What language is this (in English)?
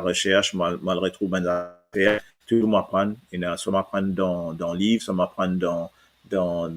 Morisyen